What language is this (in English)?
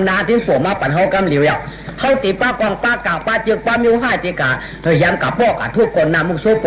Shan